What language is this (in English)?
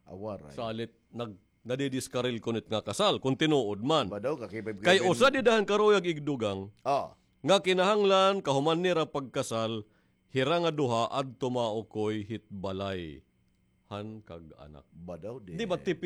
Waray